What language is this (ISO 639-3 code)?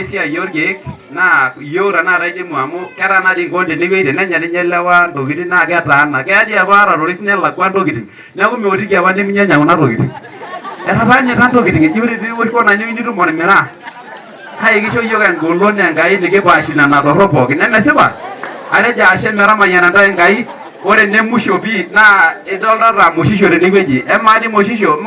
mas